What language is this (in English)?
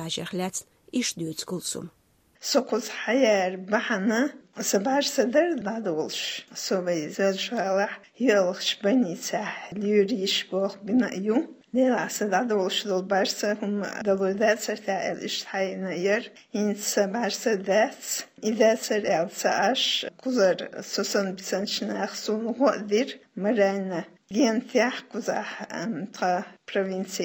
Chechen